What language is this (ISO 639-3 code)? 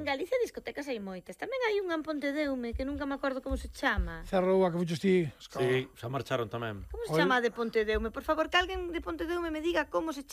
glg